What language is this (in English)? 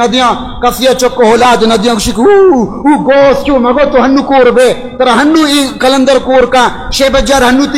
Baluchi